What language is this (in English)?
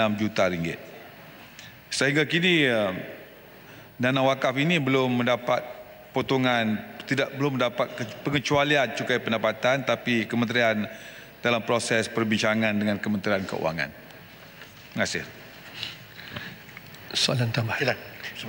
Malay